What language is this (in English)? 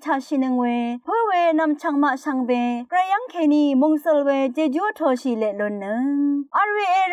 Rawang